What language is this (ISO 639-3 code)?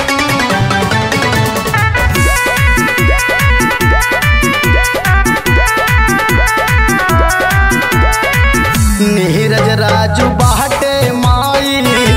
bho